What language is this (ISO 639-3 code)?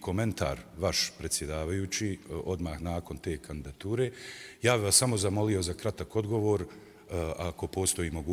bos